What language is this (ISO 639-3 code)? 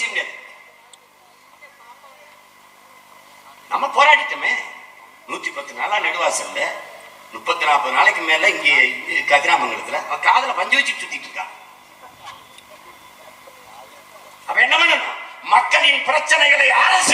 tam